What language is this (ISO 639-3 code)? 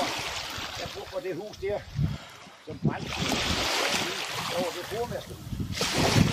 dan